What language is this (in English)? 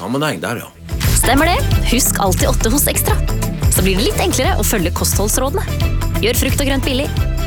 Norwegian